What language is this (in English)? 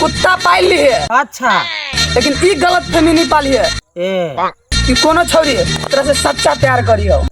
Maithili